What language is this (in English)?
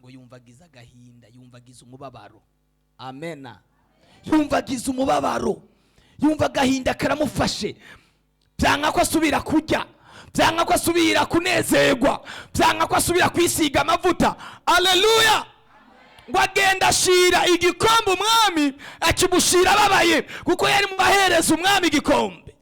Rundi